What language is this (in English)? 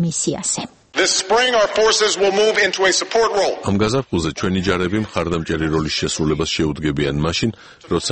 Georgian